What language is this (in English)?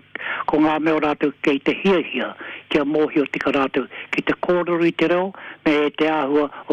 Māori